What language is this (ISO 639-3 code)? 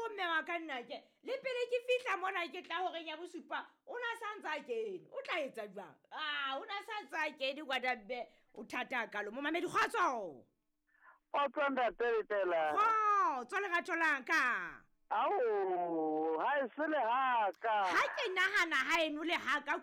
sot